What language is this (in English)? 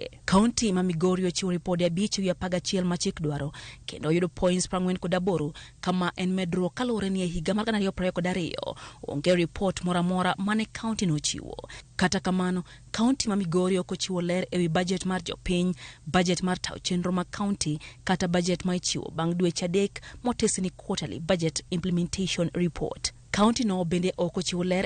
Luo (Kenya and Tanzania)